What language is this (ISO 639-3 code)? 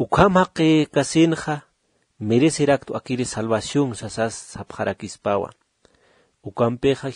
aym